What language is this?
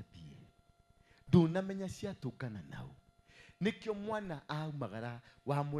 Kikuyu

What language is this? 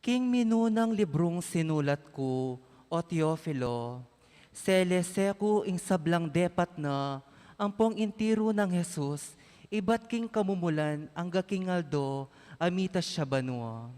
Pampanga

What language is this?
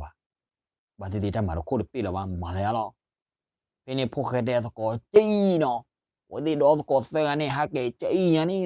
S'gaw Karen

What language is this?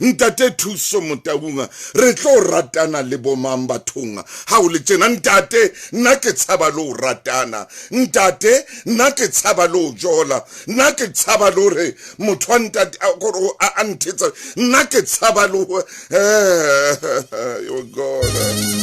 Southern Sotho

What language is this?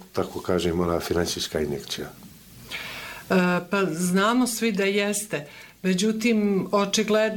Bosnian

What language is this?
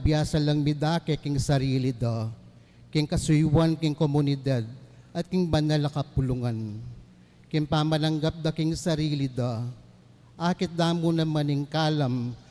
Pampanga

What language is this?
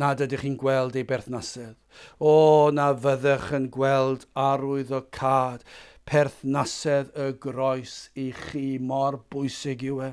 Welsh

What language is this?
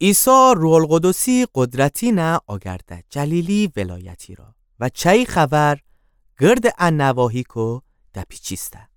Gilaki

